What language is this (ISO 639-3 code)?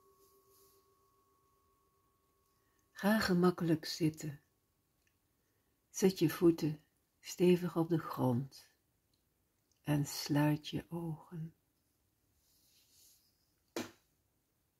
nld